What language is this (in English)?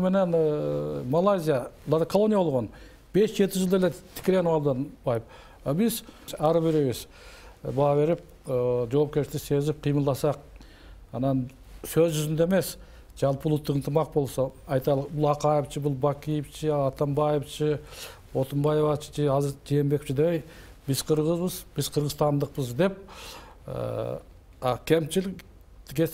Kyrgyz